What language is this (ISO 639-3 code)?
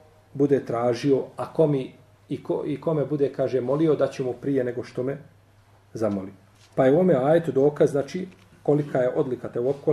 bos